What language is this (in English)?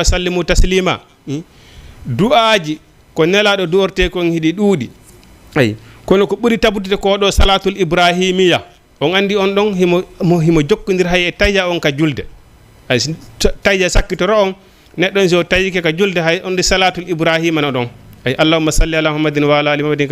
Fula